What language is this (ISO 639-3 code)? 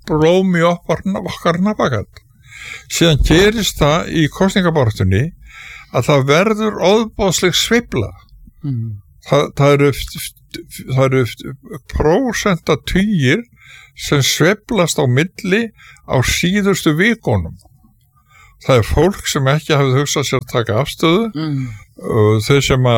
isl